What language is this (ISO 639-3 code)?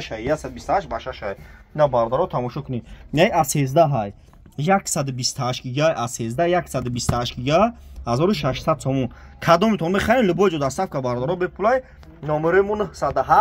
tgk